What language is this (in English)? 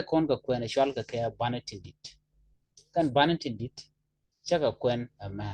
Nuer